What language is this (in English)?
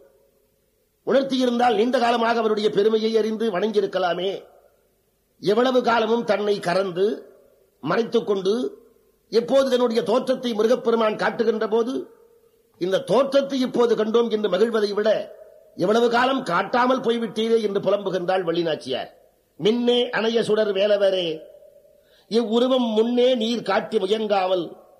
Tamil